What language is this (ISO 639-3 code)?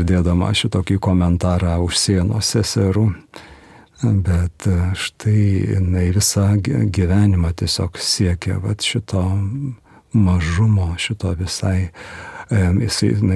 lit